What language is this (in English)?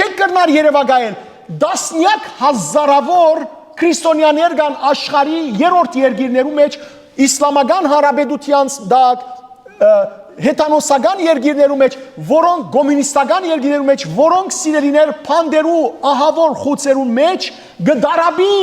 Western Armenian